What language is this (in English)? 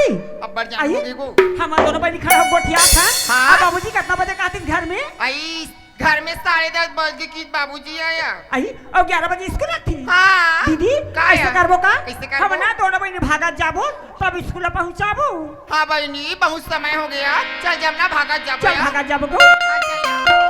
Chhattisgarhi